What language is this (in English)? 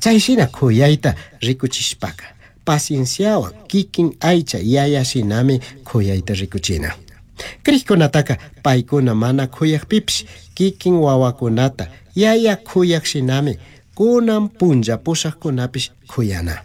Chimborazo Highland Quichua